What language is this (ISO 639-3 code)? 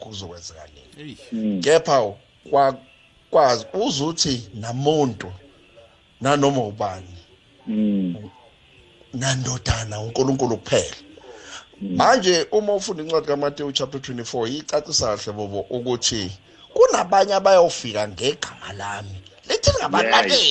nbl